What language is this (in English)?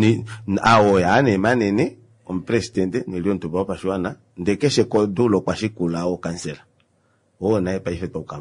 Kuanyama